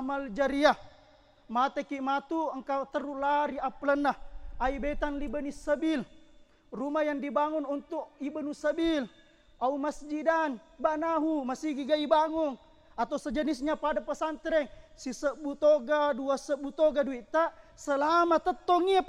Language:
Buginese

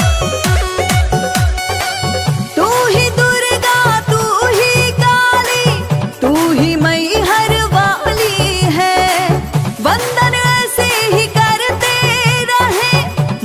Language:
Bhojpuri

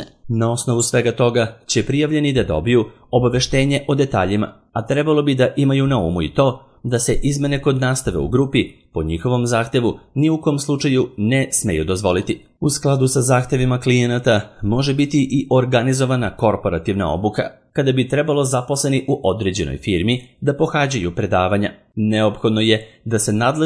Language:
Serbian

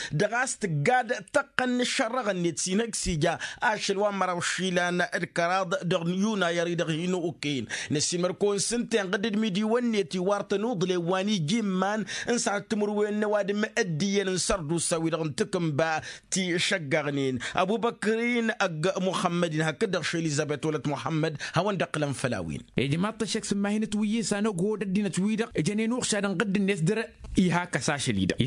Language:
Tamasheq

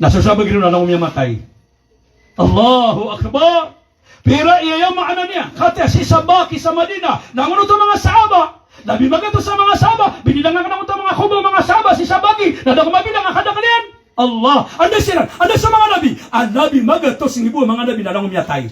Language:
Maranao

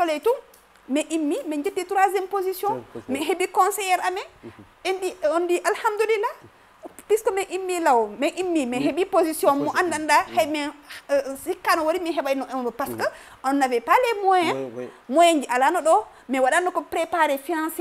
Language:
Fula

